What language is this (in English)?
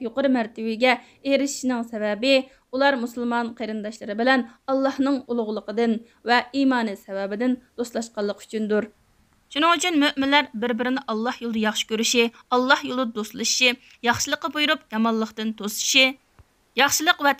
Uyghur